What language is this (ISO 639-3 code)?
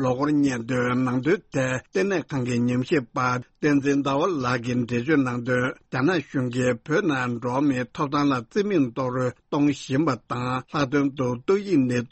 bod